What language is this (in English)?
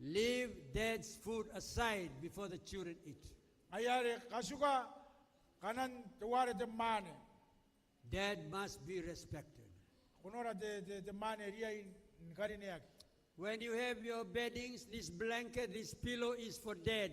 Gilbertese